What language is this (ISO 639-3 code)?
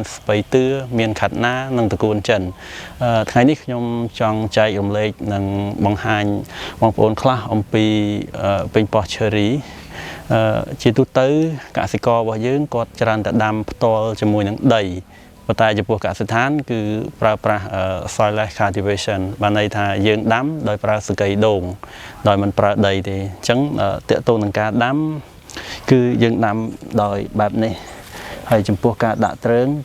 khm